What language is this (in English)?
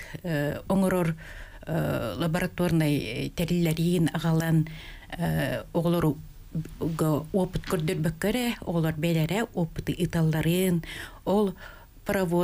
Yakut